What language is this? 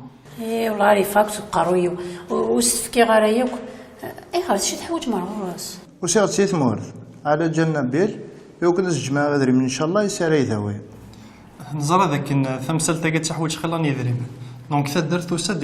Kabyle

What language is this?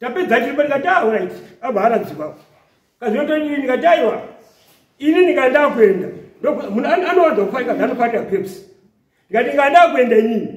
Shona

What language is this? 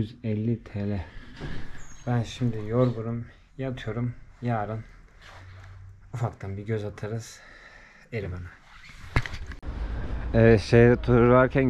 Turkish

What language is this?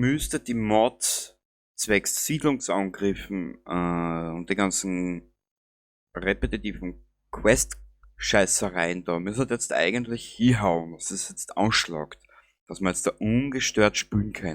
Bavarian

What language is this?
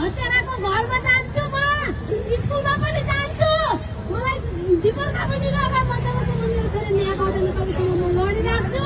Nepali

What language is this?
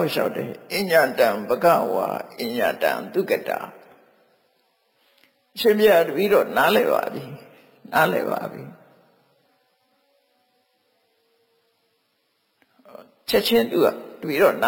Burmese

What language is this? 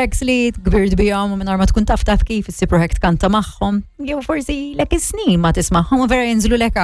Maltese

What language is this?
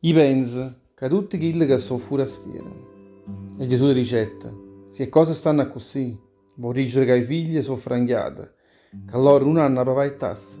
Neapolitan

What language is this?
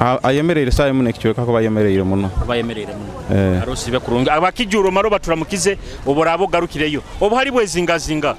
Nyoro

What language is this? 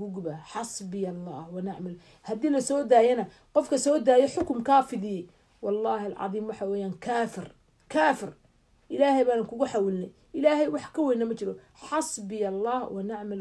Somali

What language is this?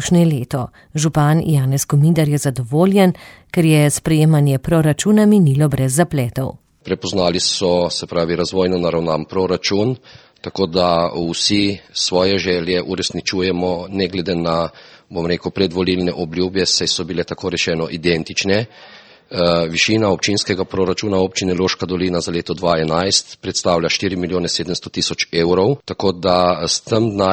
Slovenian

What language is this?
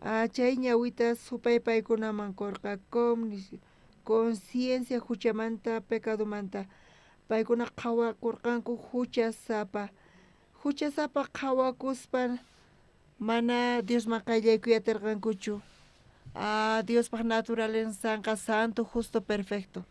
South Bolivian Quechua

